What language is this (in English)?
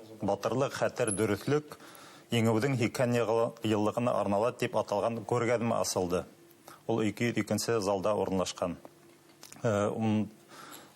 Bashkir